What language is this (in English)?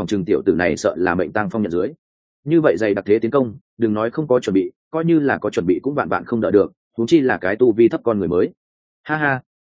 Vietnamese